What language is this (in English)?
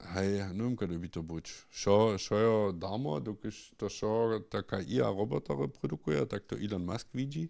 Upper Sorbian